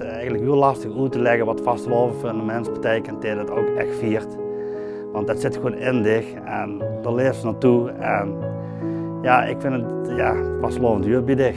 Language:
Limburgish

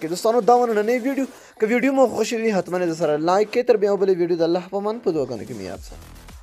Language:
Pashto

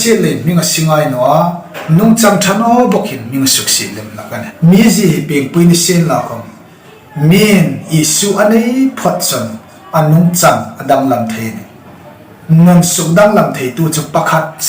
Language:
Hmar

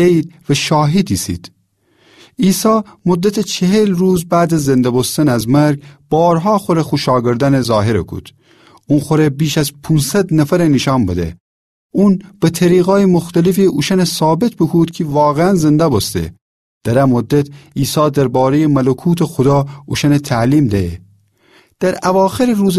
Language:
Gilaki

